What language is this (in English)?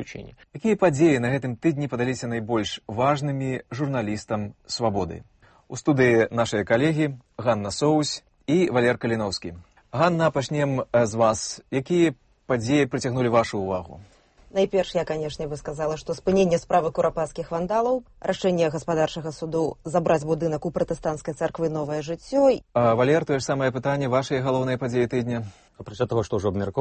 Belarusian